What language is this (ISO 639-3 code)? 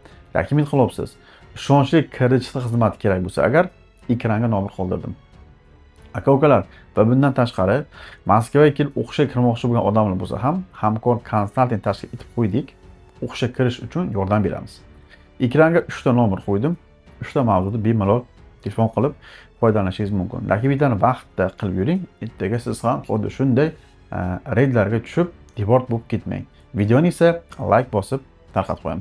uzb